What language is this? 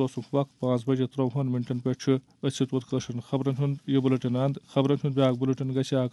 Kashmiri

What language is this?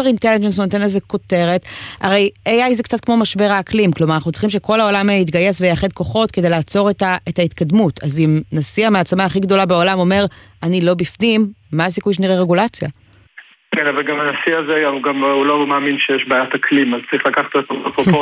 Hebrew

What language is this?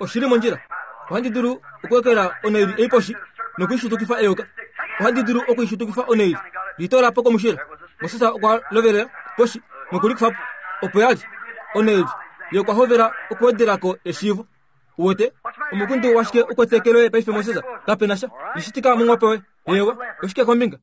Kuanyama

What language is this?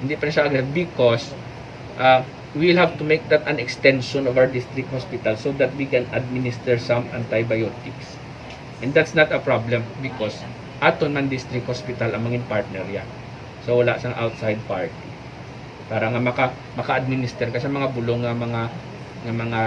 Hiligaynon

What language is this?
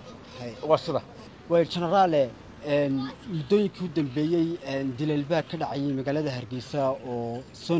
Somali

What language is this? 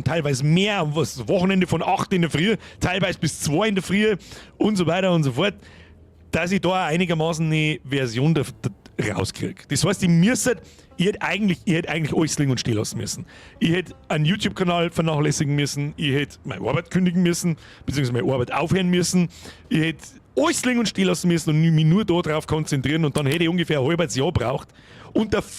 Bavarian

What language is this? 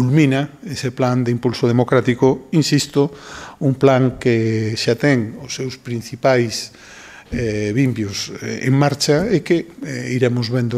Galician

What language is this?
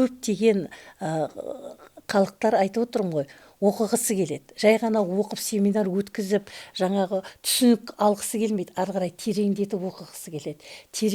Kazakh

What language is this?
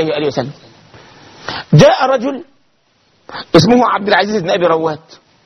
Arabic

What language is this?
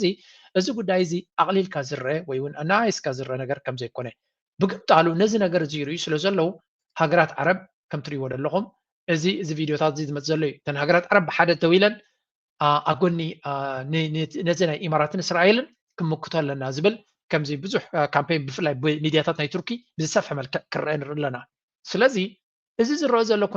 Tigrinya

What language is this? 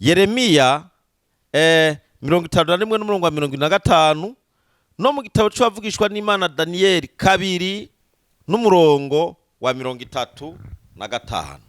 Rundi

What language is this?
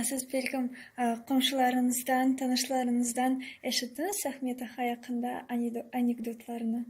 Crimean Tatar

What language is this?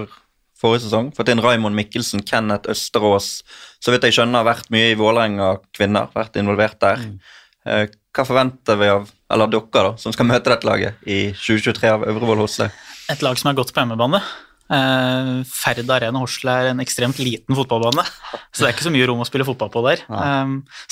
Norwegian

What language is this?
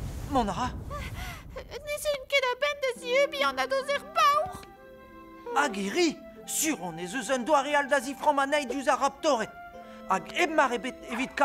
Breton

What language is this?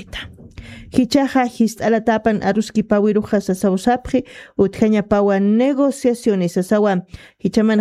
Aymara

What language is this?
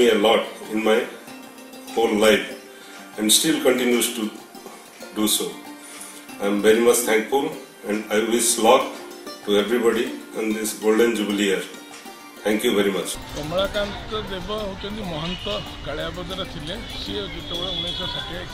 Odia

